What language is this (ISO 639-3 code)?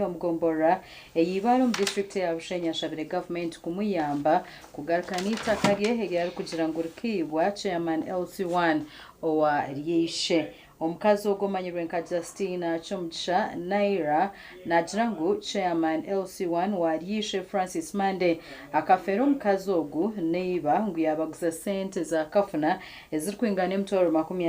nyn